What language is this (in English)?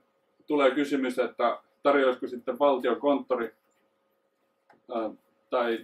Finnish